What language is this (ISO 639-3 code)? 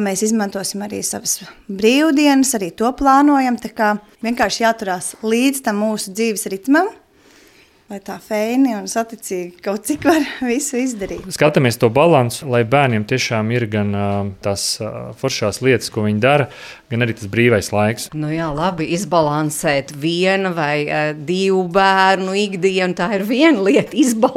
lav